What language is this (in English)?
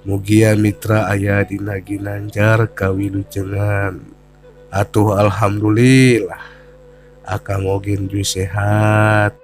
Sundanese